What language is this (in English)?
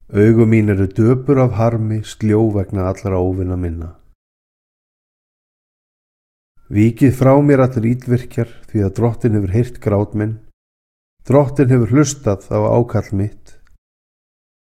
Icelandic